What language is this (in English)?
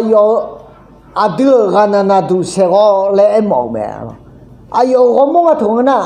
Akha